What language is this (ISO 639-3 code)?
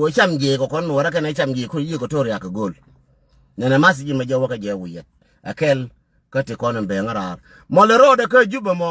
nus